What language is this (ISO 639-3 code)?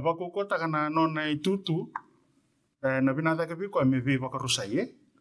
fij